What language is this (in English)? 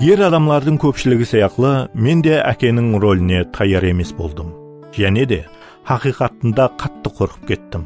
Kara-Kalpak